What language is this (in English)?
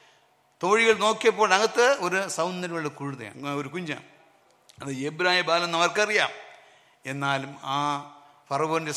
Malayalam